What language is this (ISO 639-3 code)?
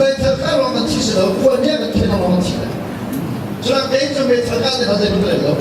cnh